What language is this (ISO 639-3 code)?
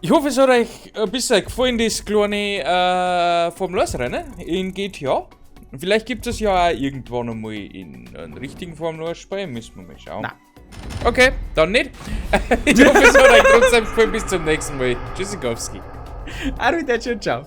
bar